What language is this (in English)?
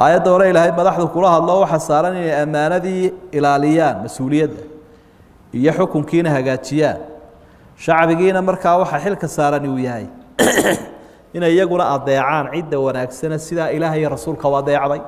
Somali